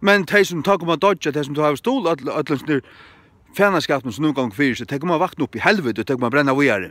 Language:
Faroese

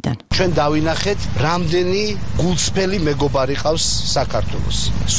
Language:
Georgian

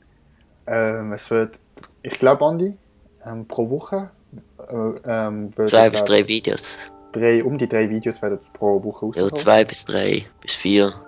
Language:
Swiss German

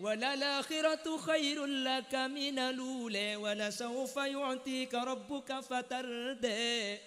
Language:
Madurese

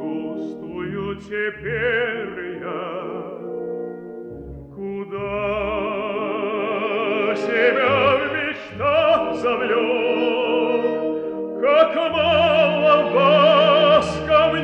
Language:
Russian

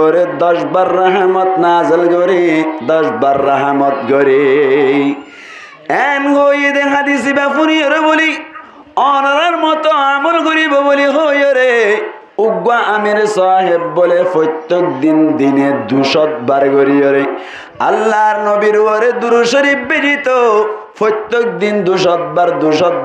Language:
Rohingya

